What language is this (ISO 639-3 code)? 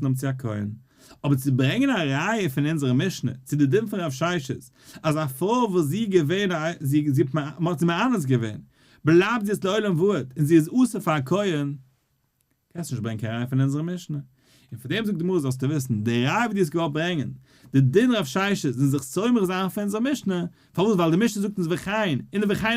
yid